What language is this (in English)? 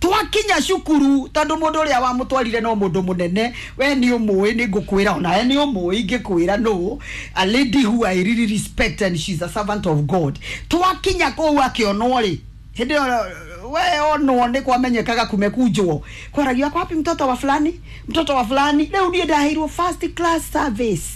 Kikuyu